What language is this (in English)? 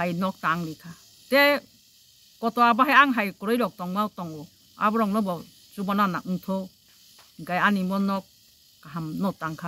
Kok Borok